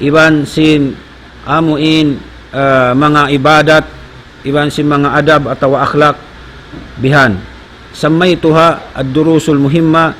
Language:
Tausug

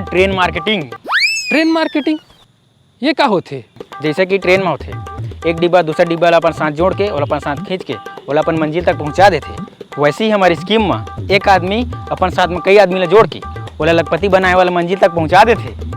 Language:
Chhattisgarhi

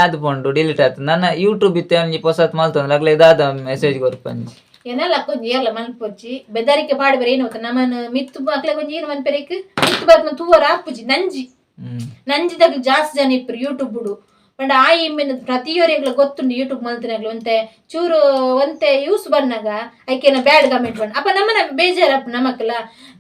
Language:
Tulu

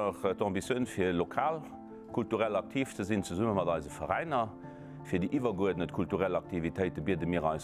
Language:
Luxembourgish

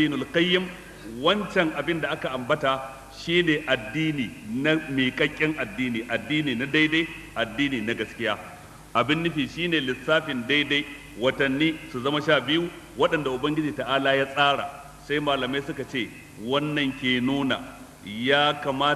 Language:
Hausa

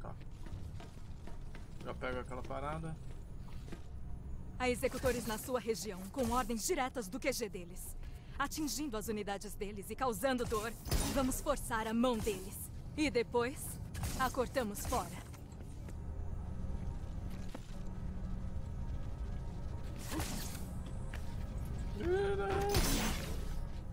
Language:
Portuguese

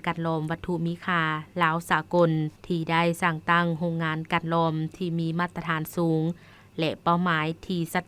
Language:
Lao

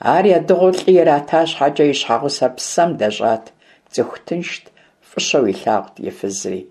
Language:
Kabardian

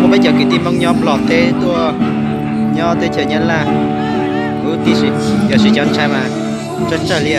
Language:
Hmong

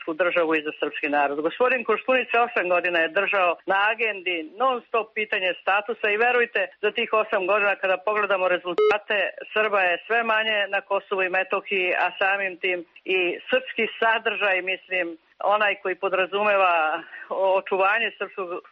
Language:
Serbian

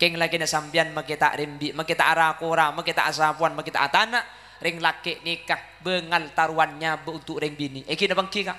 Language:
Madurese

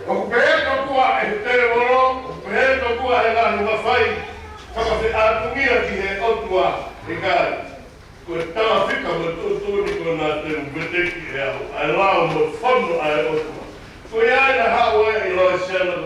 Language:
Tongan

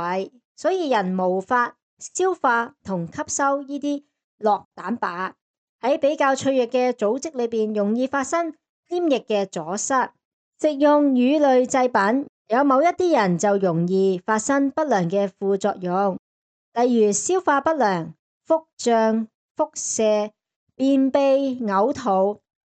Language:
Cantonese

